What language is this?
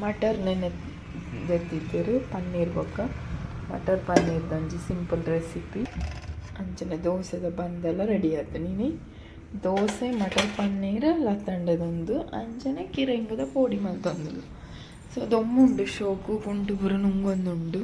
Tulu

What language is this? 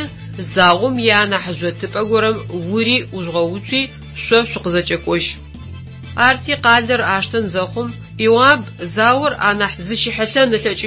Adyghe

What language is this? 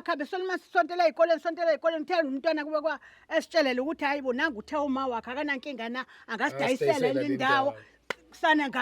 Zulu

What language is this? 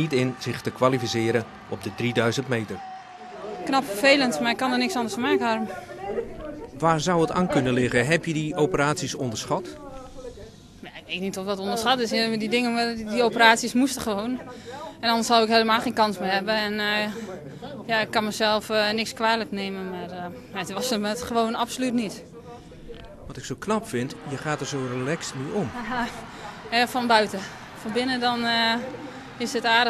Dutch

